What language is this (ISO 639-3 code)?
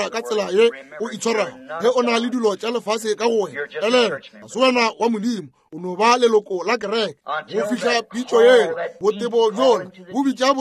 nso